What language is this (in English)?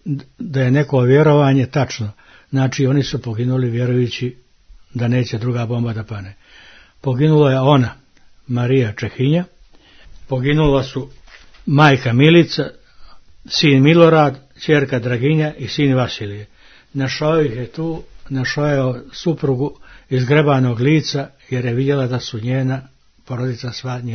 Croatian